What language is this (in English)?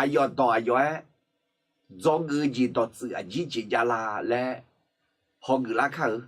Akha